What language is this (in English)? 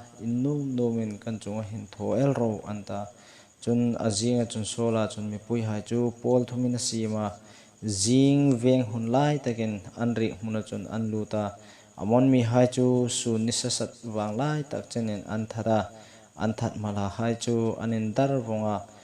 Hmar